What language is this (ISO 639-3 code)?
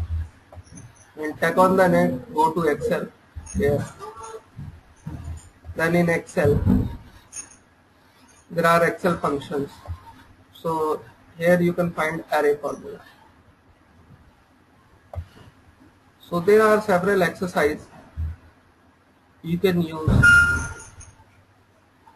eng